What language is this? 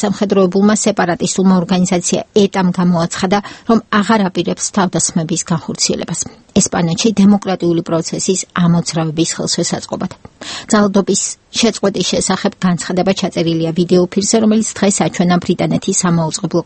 Georgian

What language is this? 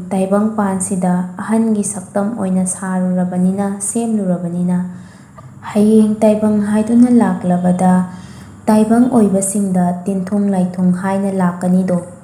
Manipuri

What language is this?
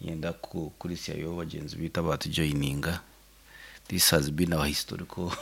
Nyankole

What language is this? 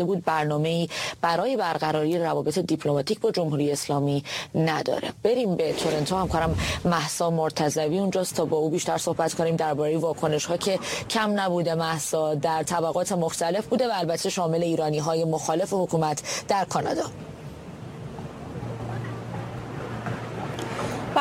Persian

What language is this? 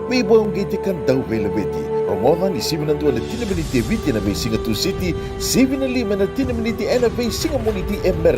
Fijian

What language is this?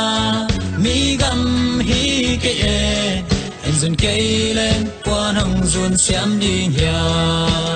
Tedim Chin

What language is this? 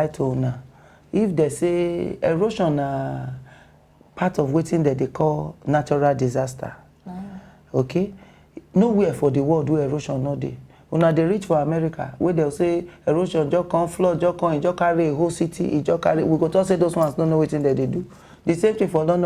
Nigerian Pidgin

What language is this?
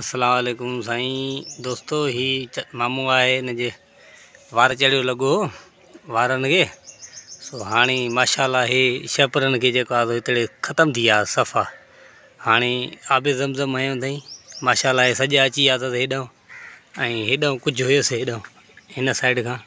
Sindhi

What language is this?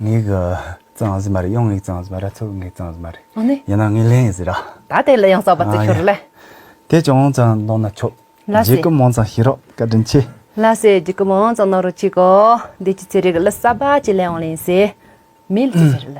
Tibetan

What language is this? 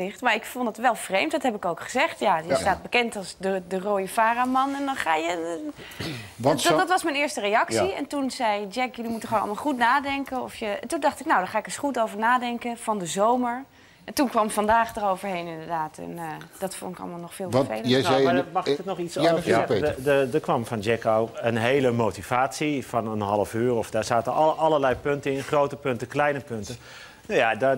Dutch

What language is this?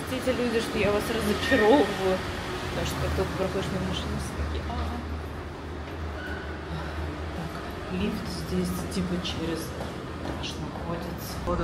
Russian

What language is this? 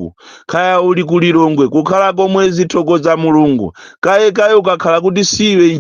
Nyanja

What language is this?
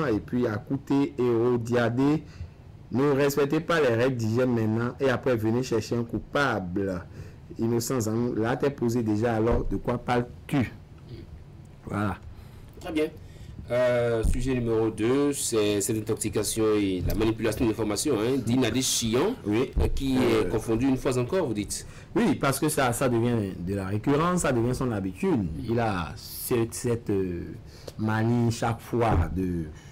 French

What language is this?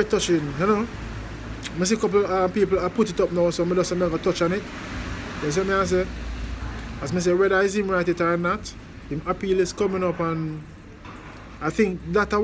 Jamaican Creole English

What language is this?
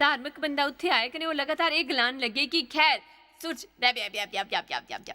Dogri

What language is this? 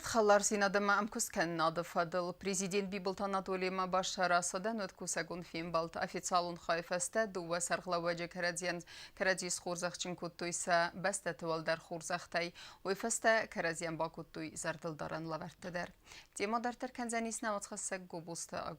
Ossetic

